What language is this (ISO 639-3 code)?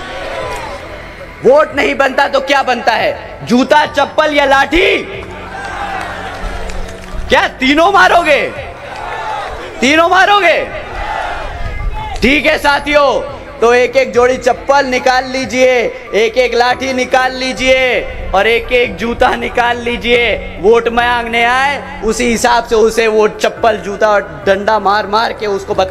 hin